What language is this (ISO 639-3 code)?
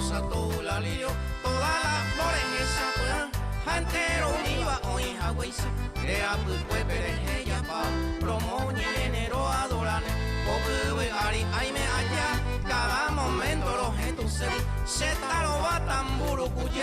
grn